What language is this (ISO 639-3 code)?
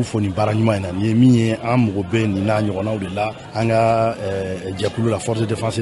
bam